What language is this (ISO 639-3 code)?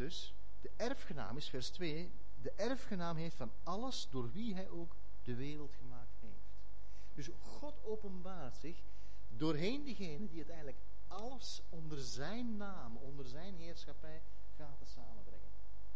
nld